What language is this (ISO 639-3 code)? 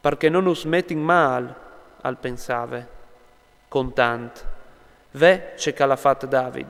fur